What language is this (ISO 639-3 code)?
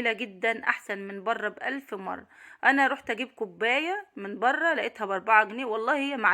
arz